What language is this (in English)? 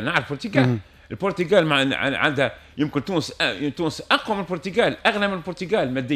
Tunisian Arabic